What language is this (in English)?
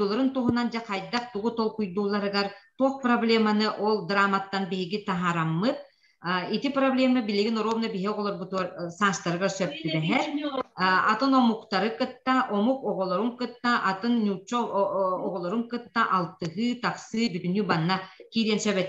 Yakut